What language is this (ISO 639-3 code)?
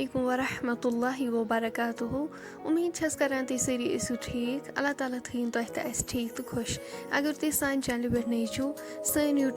kas